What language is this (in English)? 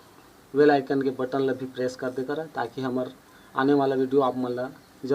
Chhattisgarhi